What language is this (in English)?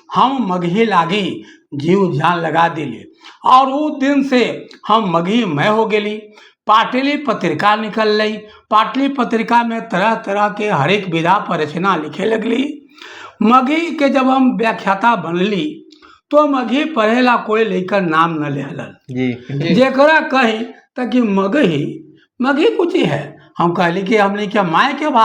Magahi